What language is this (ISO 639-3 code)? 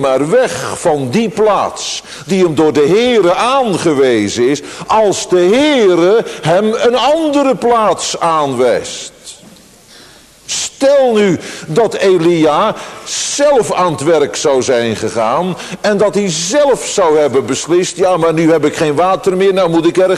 nld